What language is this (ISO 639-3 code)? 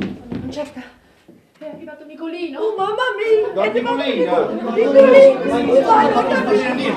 nap